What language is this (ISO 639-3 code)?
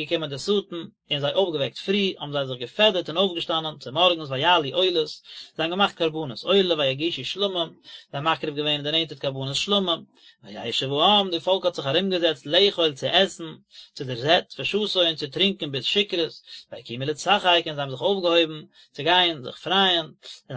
yid